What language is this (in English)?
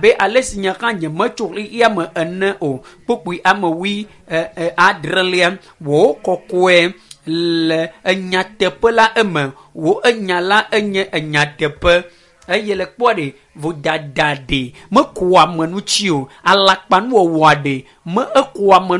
Ewe